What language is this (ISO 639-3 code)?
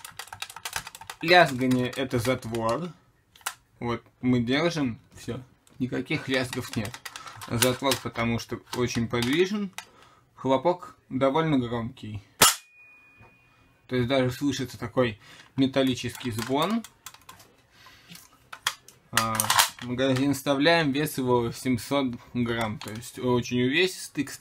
rus